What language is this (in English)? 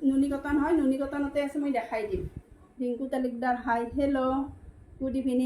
Assamese